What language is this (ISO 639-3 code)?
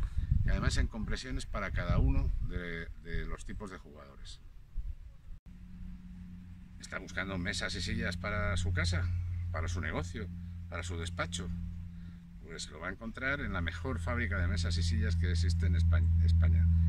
spa